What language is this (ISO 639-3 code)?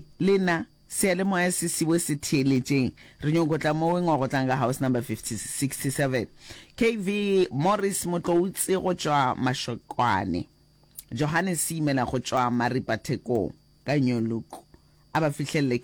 nso